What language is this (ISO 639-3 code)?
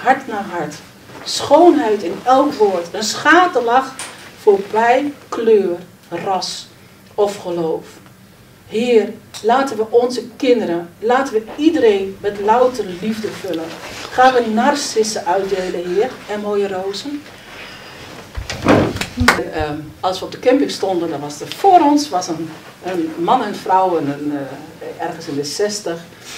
nld